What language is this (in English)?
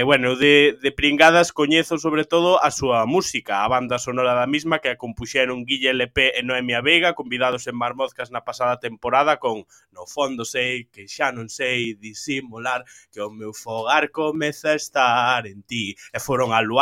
Galician